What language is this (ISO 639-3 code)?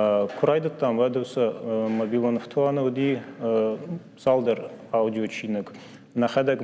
oss